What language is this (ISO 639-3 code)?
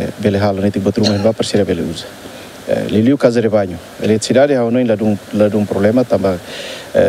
tet